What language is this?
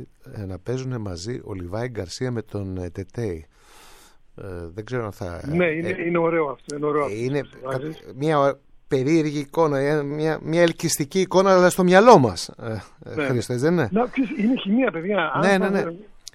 Greek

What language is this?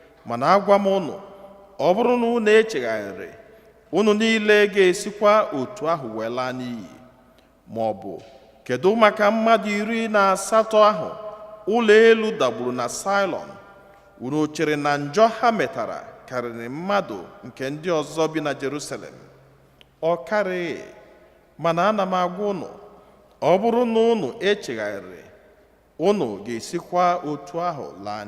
Igbo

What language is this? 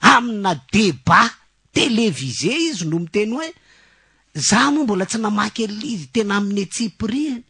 Malagasy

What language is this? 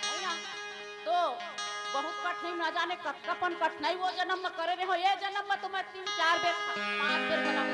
Chhattisgarhi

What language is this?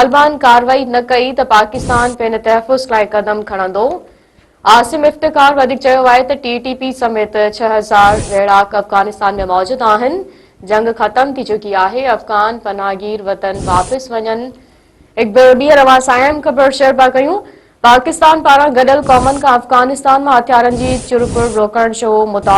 Sindhi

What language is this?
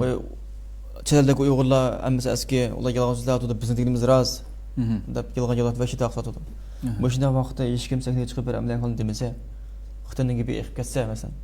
Uyghur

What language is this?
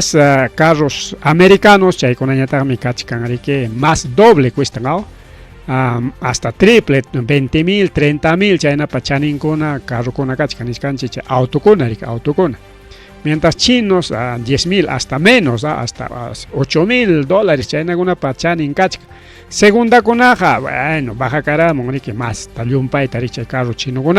Ayacucho Quechua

